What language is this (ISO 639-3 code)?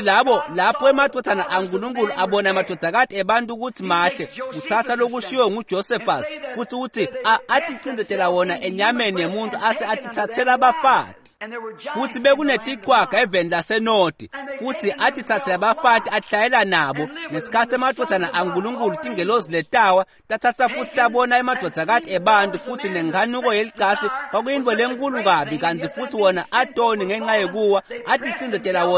ssw